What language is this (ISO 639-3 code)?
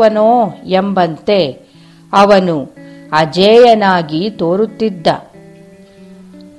kan